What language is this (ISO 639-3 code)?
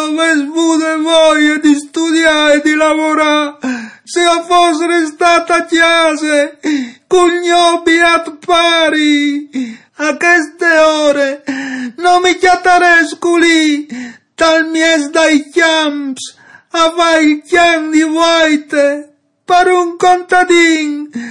fur